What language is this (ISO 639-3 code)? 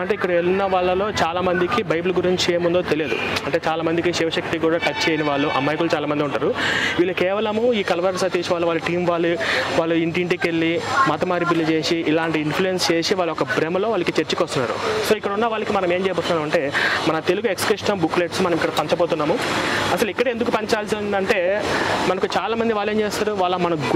tel